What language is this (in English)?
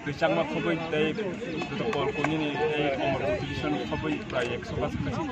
Kok Borok